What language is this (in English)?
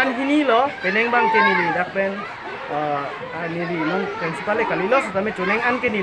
Karbi